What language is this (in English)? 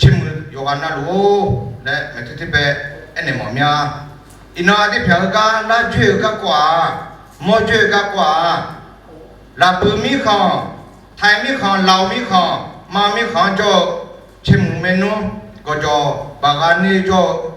Akha